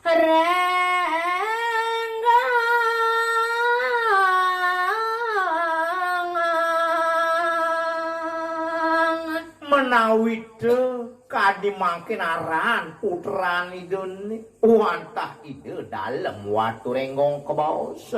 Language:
Balinese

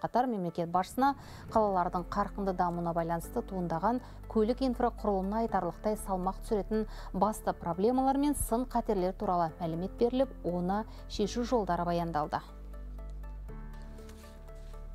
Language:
Kazakh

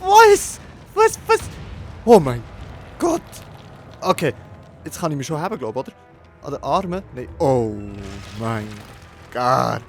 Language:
Swiss German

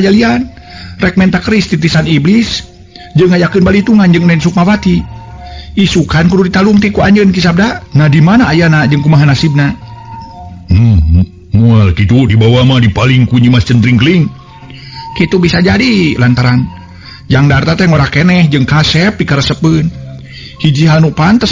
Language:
Sundanese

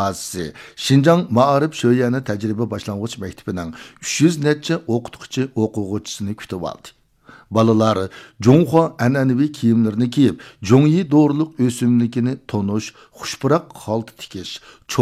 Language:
Uyghur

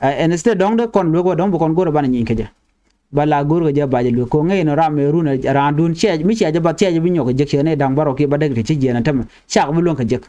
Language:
Nuer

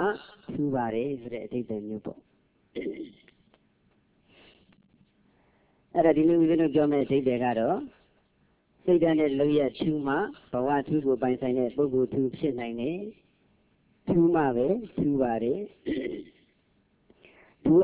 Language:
Burmese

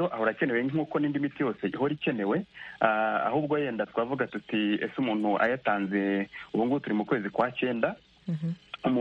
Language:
Kinyarwanda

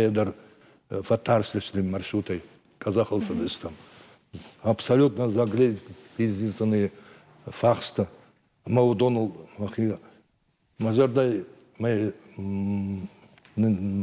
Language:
Ossetic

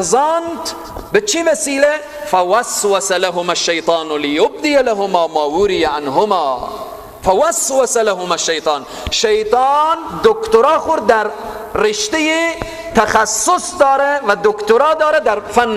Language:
Persian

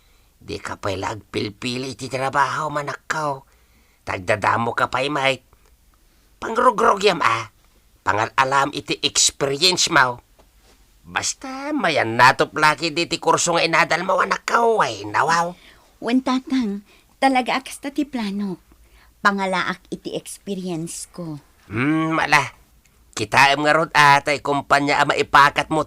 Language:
Iloko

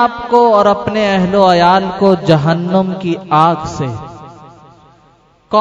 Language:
Urdu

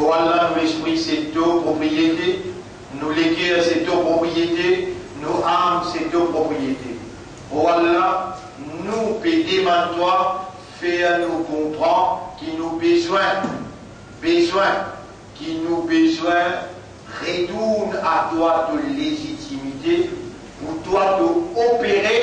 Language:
Morisyen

